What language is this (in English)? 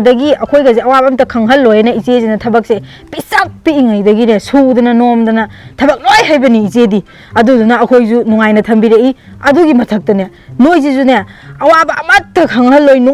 Manipuri